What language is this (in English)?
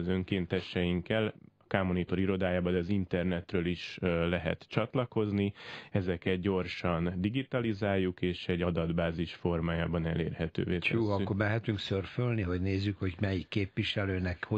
Hungarian